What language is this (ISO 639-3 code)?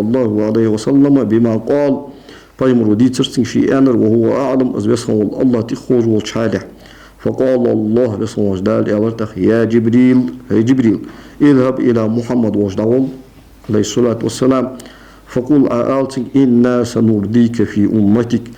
inh